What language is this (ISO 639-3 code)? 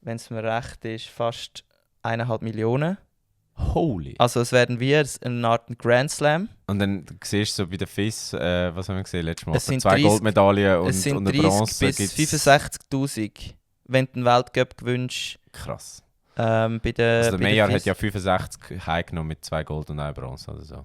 gsw